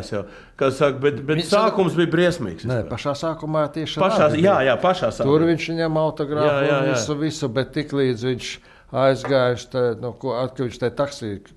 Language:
Latvian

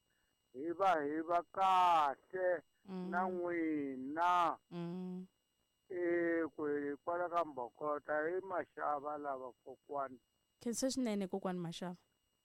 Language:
Tsonga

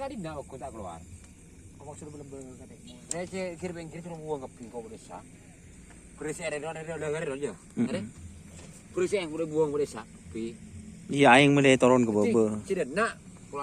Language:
Madurese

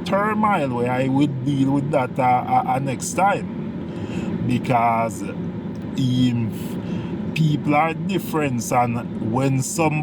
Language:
Jamaican Creole English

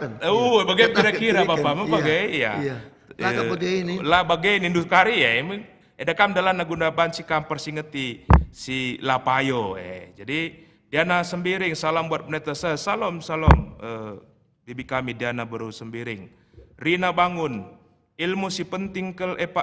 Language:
Batak Karo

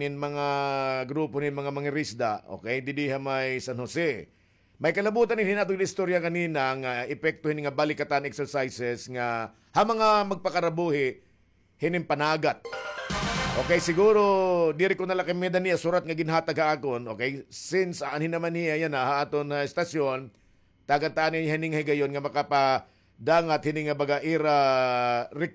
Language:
Waray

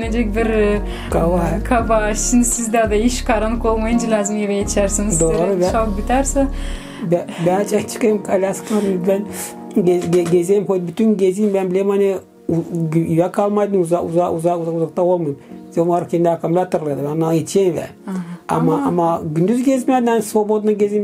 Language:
Gagauz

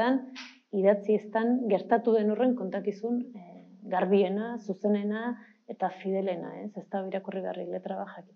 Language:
Basque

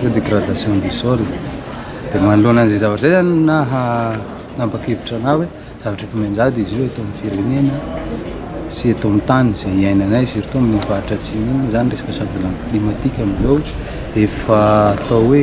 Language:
Malagasy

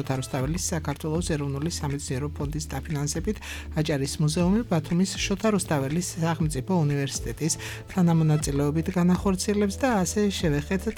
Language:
Georgian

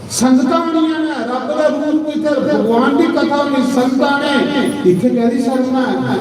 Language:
Dogri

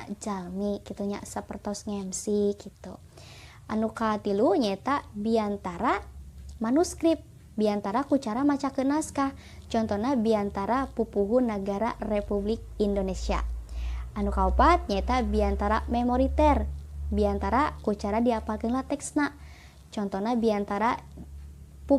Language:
Sundanese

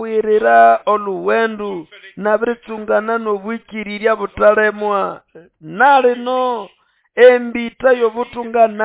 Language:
Nande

